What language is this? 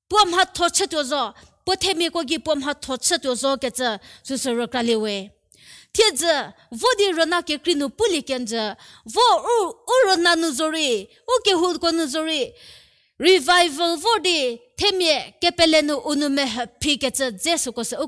Angami Naga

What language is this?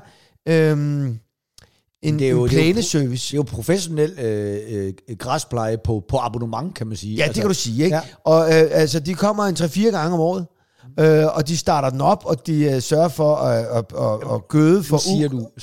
Danish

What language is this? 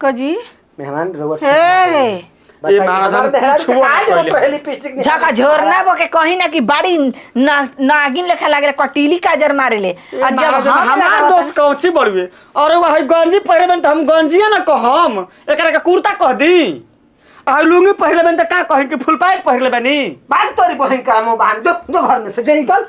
Bhojpuri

